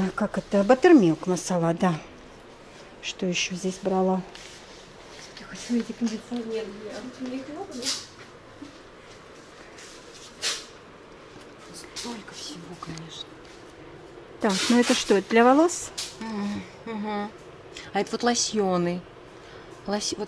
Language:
Russian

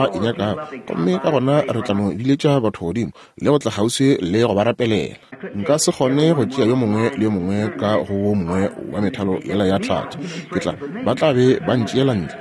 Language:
Northern Sotho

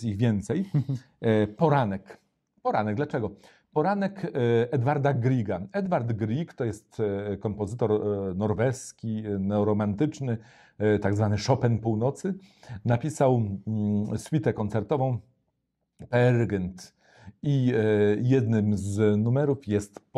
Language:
Polish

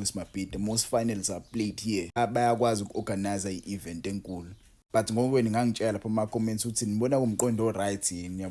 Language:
Zulu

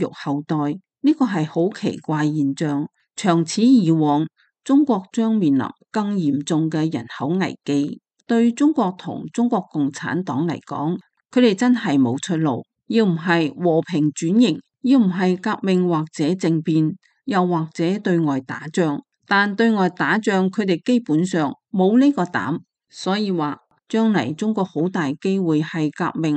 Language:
Cantonese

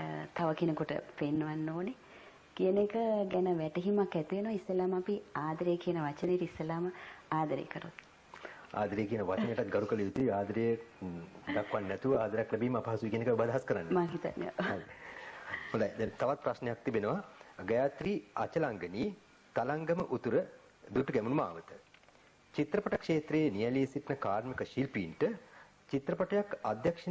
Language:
Sinhala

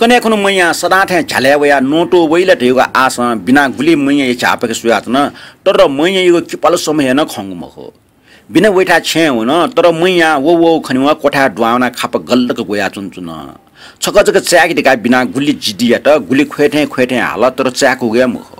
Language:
Newari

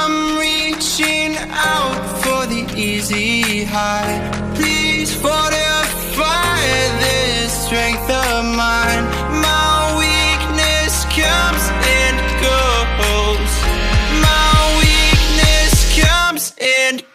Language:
English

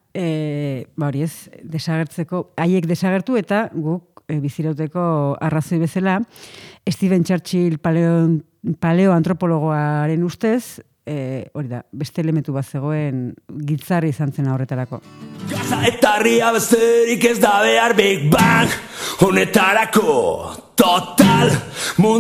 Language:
Basque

